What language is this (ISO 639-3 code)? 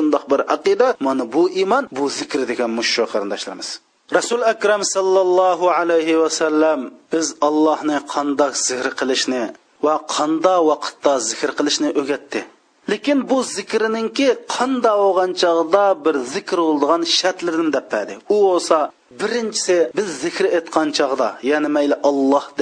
uig